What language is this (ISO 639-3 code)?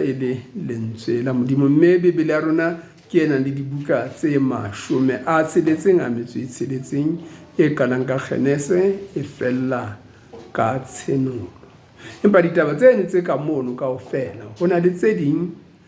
sot